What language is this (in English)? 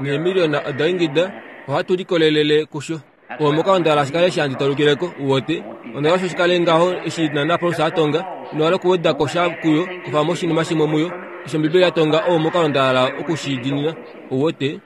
Kuanyama